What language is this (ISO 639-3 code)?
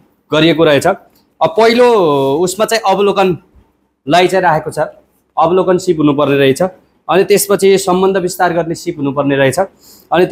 nep